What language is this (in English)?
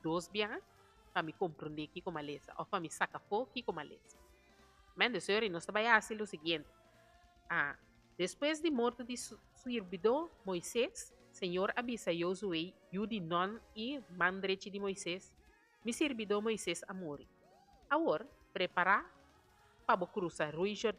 Papiamento